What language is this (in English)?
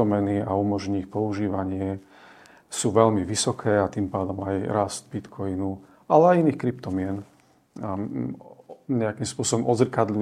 Slovak